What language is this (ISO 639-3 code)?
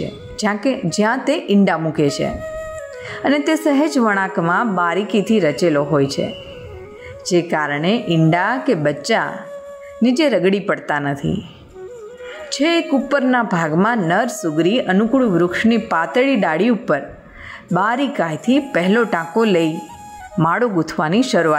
guj